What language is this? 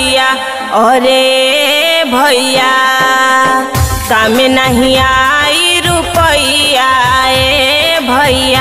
Bhojpuri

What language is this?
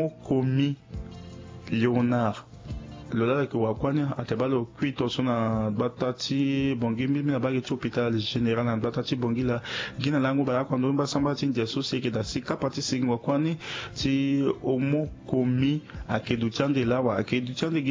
Sango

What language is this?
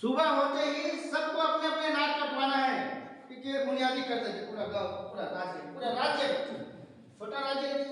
Chhattisgarhi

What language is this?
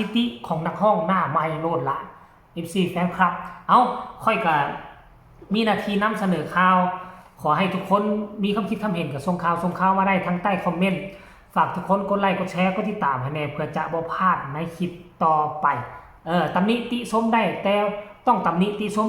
Northeastern Thai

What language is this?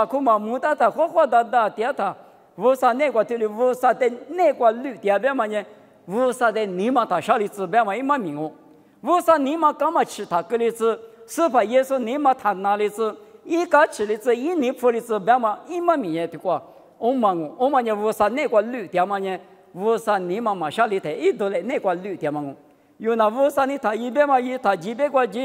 Lisu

